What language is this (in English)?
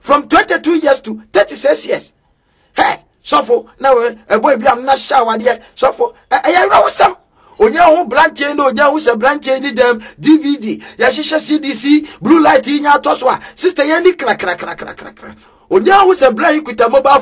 Akan